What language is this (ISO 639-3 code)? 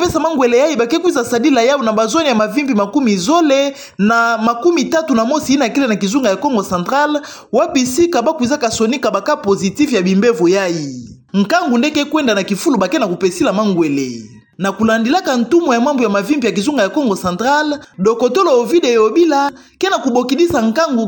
ktu